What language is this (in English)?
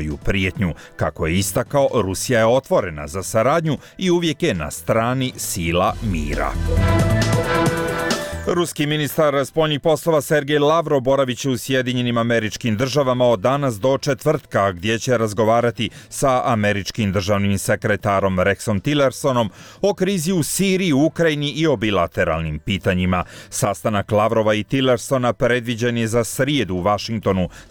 Bosnian